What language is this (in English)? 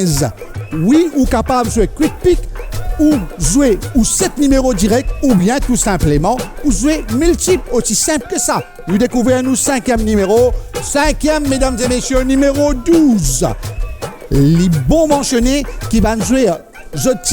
Morisyen